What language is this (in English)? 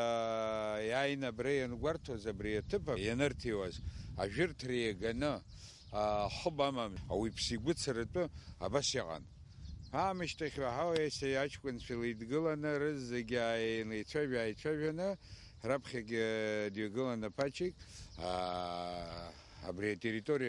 Abkhazian